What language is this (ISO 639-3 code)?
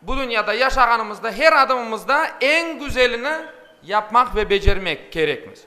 crh